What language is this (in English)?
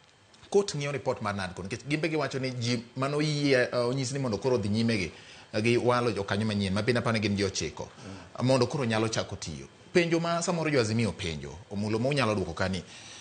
Luo (Kenya and Tanzania)